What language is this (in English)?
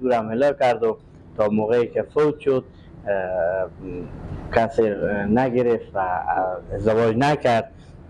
Persian